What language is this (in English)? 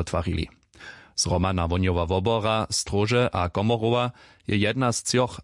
Upper Sorbian